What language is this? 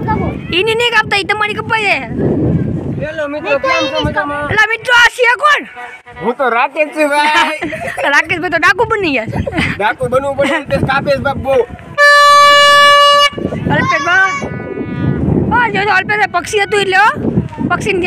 Gujarati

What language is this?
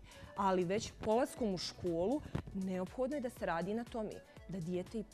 Bosnian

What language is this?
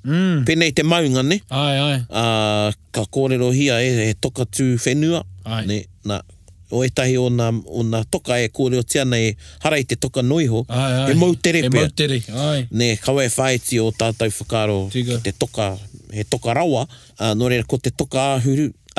Māori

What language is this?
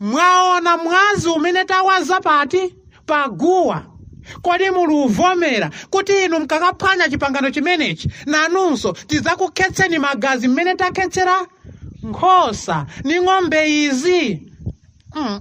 Nyanja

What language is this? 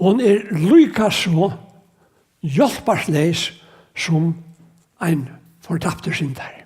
Faroese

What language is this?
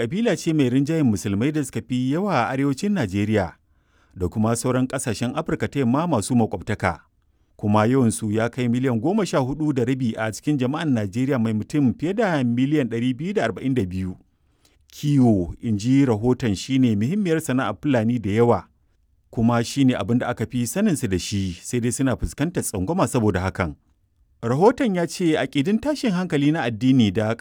Hausa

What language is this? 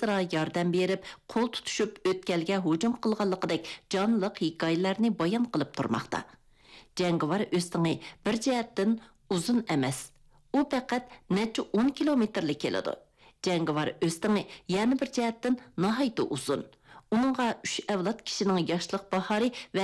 Uyghur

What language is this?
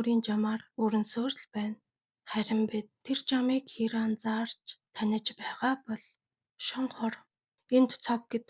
Mongolian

